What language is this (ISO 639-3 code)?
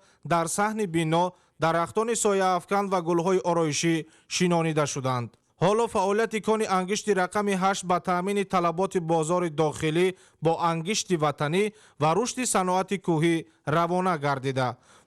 tgk